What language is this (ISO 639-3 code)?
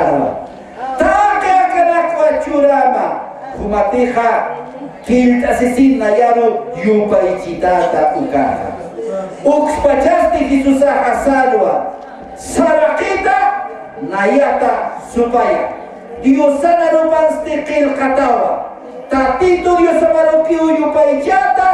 aym